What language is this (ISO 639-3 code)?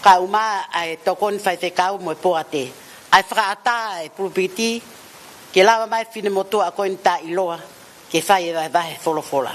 ton